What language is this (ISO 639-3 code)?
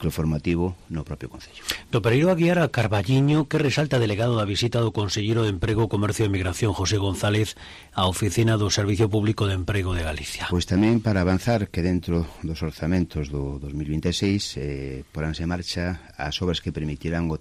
glg